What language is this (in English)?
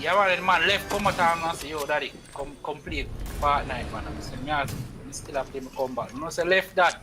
Jamaican Creole English